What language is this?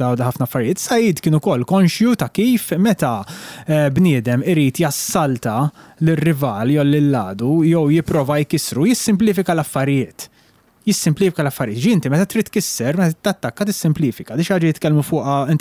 Maltese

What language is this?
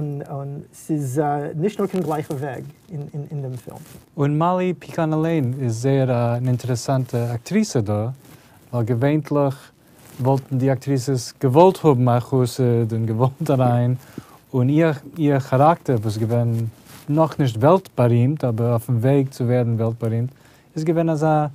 Yiddish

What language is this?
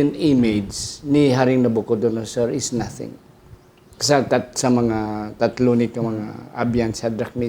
Hiligaynon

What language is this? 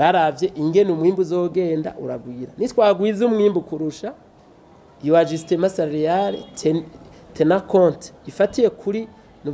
Rundi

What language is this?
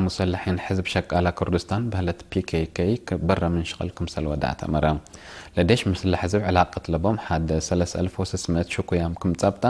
Tigre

